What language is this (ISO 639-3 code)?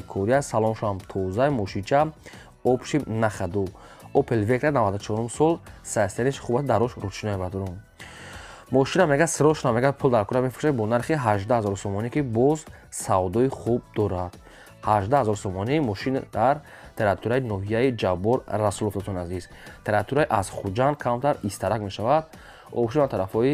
tgk